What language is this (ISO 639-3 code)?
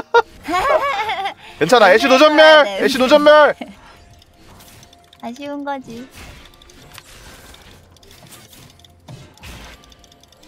kor